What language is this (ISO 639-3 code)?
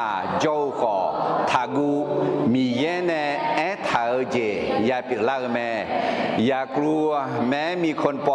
ahk